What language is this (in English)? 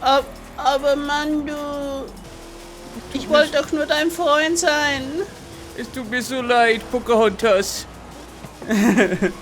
Bavarian